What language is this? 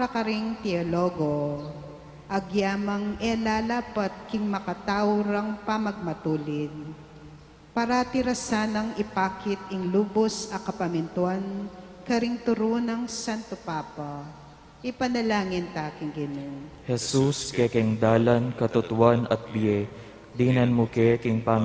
Pampanga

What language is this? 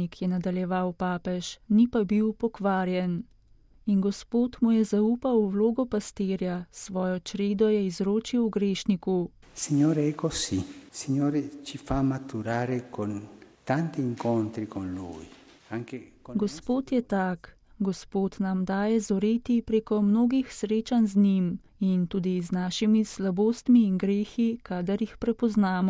Slovenian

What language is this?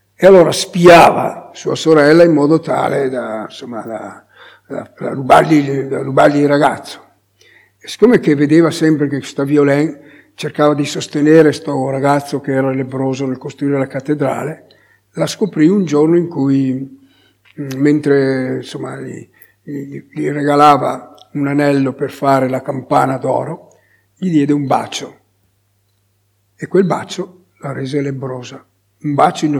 Italian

